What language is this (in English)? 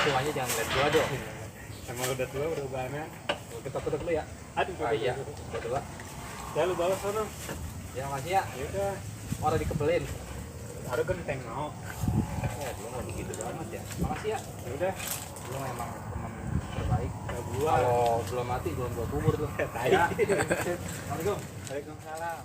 Betawi